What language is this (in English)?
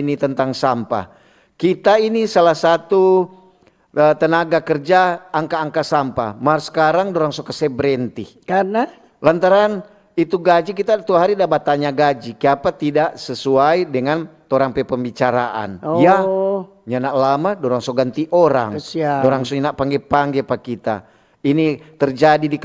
Manado Malay